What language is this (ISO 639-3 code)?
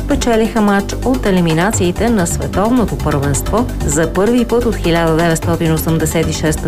bul